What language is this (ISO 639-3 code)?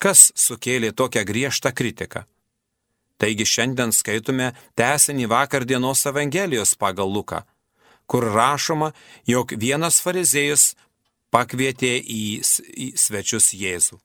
lit